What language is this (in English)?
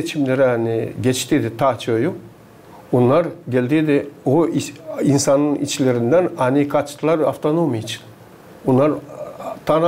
Gagauz